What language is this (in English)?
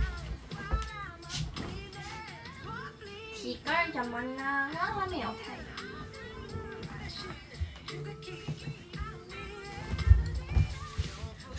Chinese